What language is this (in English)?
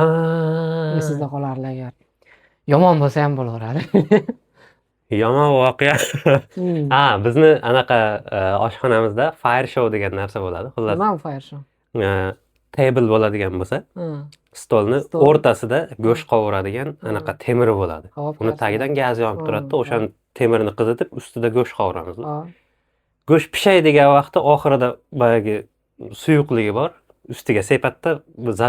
Uzbek